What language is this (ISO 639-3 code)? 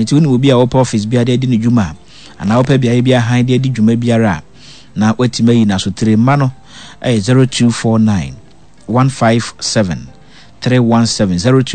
aka